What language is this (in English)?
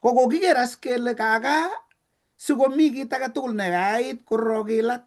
Kalenjin